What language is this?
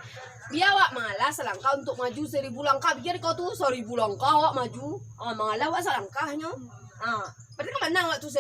Minangkabau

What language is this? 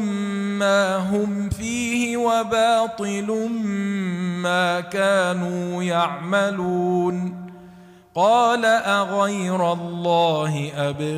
Arabic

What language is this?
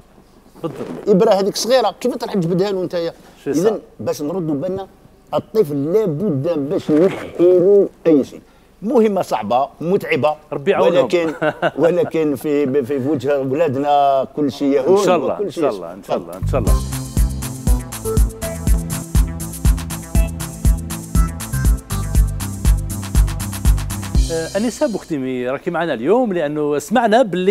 Algerian Arabic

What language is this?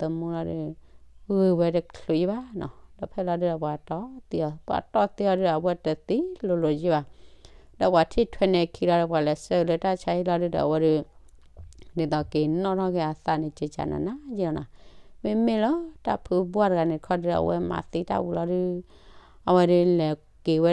S'gaw Karen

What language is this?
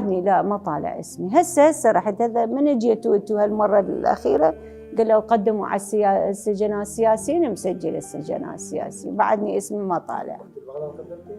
Mesopotamian Arabic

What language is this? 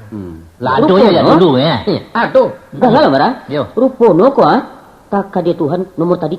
Minangkabau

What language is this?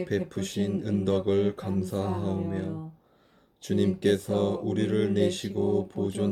Korean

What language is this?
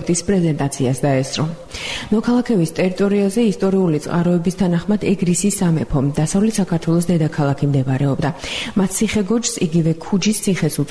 Georgian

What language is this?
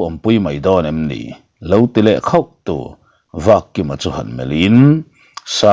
Mizo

